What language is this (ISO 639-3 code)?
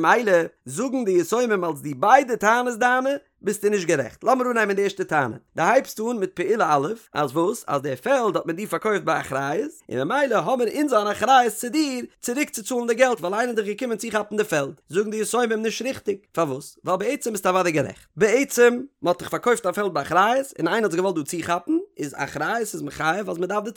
yid